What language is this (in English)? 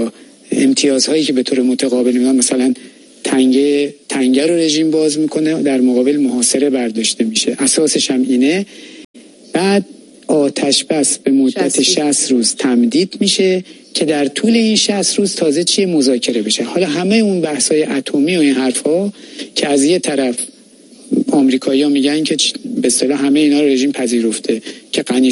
Persian